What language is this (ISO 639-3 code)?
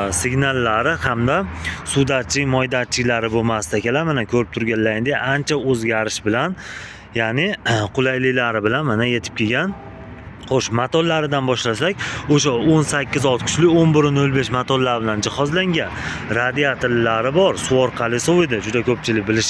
uzb